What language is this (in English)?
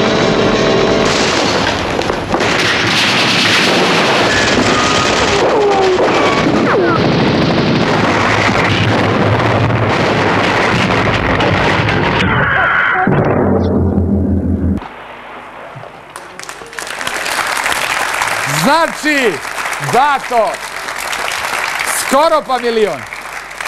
Serbian